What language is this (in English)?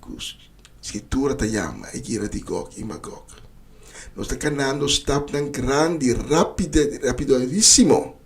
Papiamento